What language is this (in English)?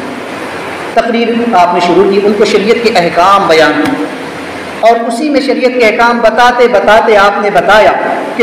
Urdu